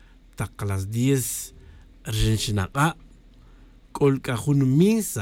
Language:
Tz'utujil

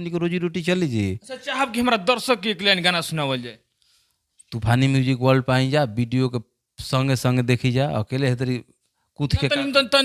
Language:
Bhojpuri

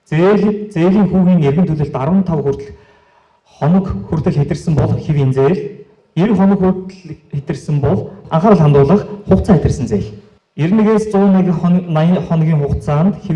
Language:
Mongolian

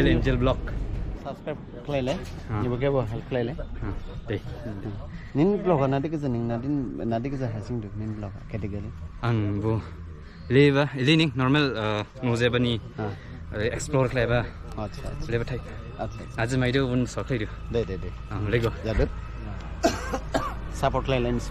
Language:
Dimasa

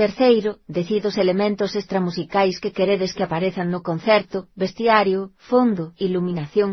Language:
Galician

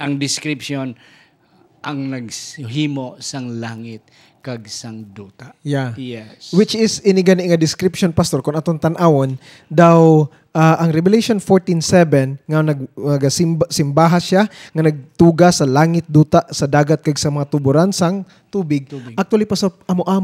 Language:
Hiligaynon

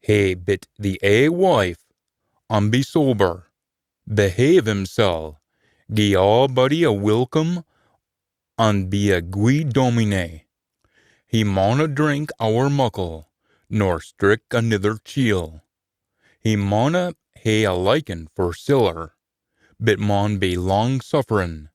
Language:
Scots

